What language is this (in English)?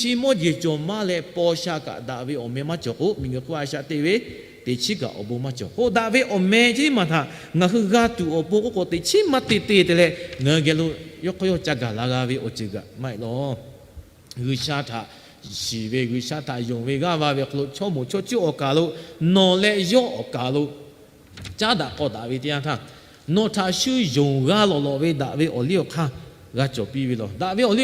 Lahu